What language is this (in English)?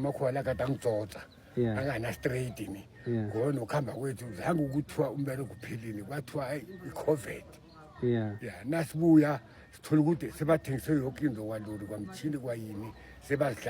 Zulu